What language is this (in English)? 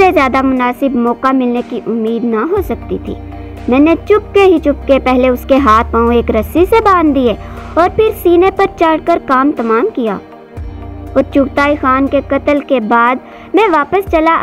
Urdu